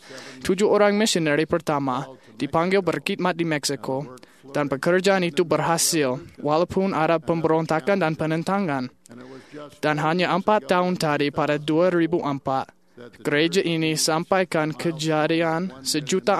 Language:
Malay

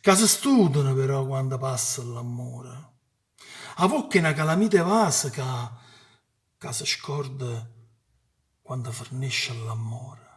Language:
Neapolitan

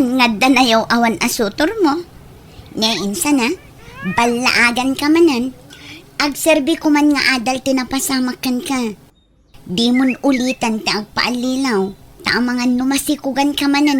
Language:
Iloko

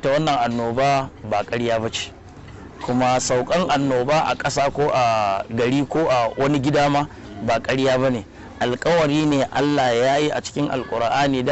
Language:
Hausa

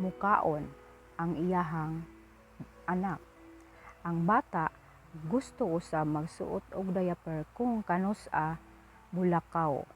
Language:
Cebuano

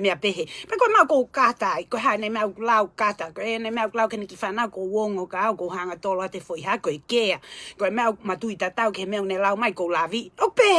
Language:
Tongan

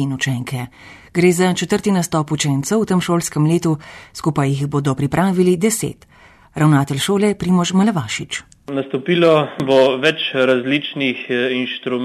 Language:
Slovenian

